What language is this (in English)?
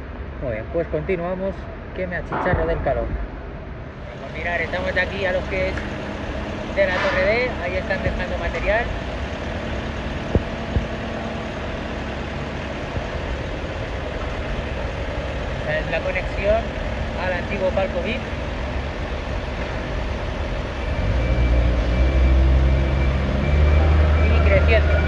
Spanish